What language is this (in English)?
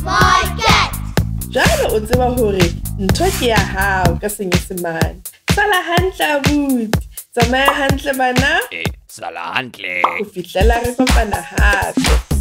Southern Sotho